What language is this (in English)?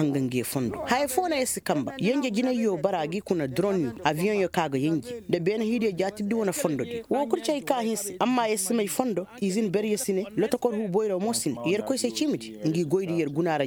Koyraboro Senni